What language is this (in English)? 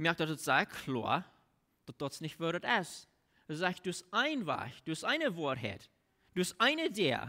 Plautdietsch